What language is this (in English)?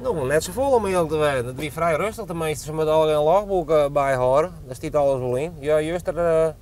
Western Frisian